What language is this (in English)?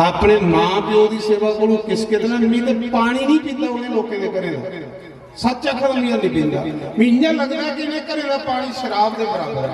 Dogri